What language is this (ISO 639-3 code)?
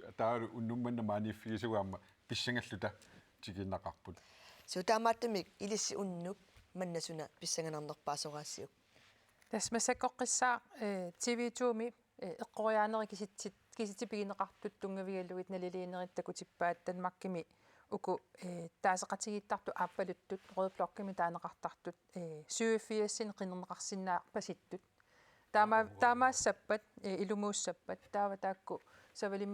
kal